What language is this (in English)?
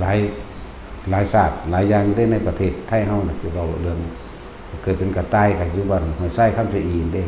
Lao